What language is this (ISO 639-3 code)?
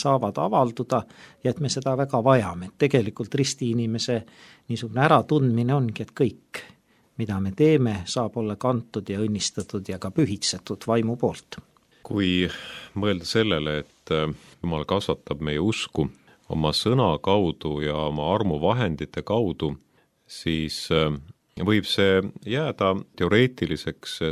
est